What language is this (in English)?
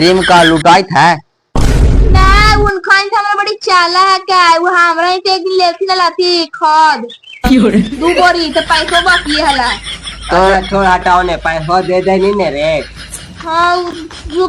Magahi